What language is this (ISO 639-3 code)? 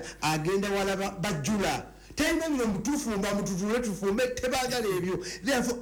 lug